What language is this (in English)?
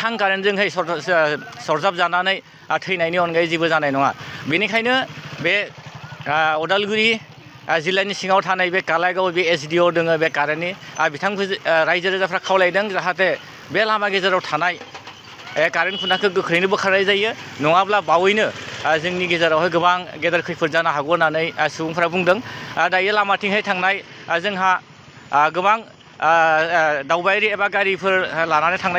Bodo